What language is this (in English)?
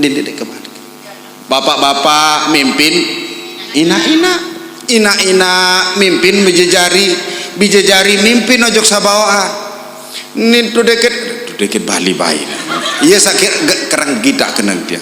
Sasak